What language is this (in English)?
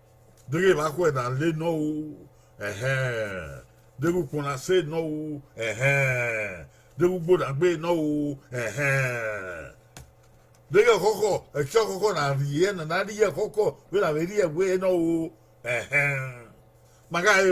Bini